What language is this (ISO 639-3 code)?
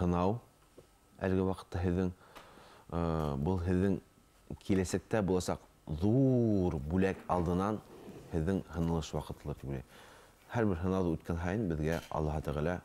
bak